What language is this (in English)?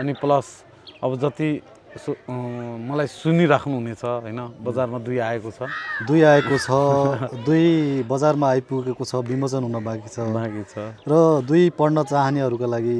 Nepali